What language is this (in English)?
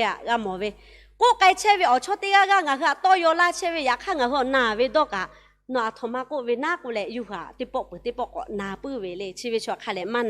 Lahu